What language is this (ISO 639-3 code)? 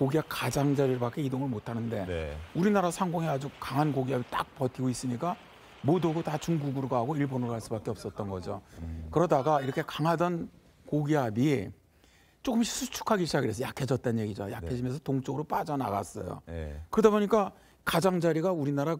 kor